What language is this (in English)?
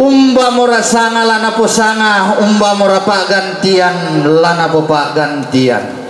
Toraja-Sa'dan